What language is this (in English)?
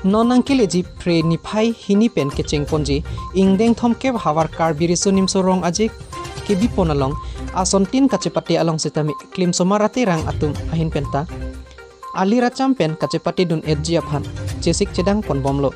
Karbi